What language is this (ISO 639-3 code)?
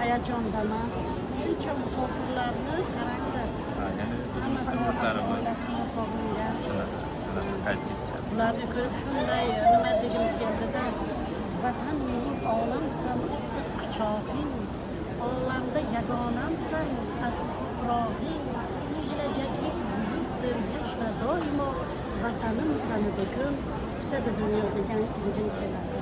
uzb